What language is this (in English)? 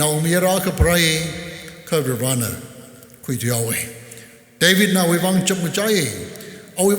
Tangkhul Naga (India)